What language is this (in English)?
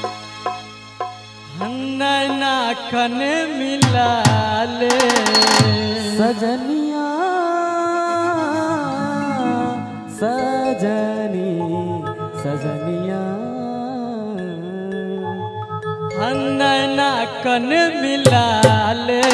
Bhojpuri